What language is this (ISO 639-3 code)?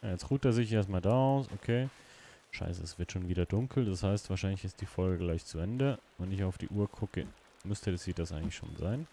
gsw